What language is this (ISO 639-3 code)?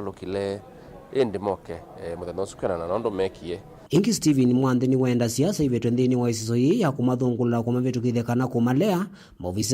kam